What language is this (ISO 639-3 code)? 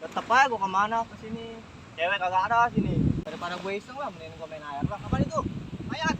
bew